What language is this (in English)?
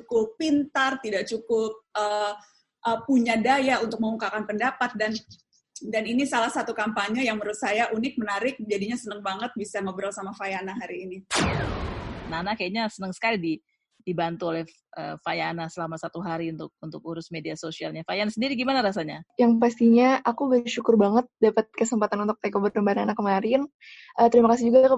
Indonesian